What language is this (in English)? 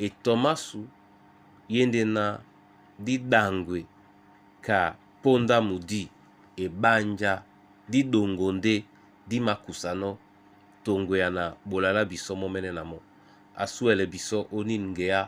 Duala